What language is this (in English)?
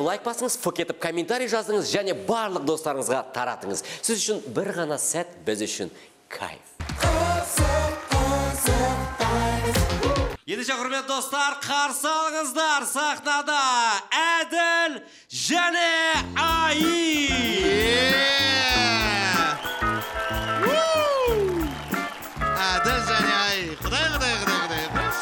Kazakh